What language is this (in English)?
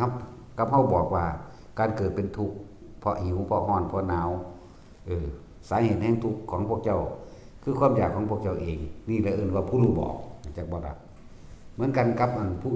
Northeastern Thai